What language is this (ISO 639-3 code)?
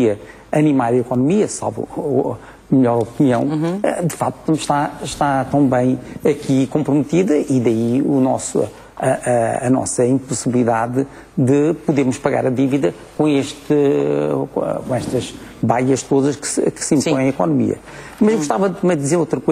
por